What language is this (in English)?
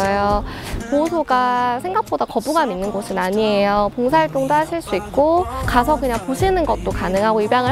Korean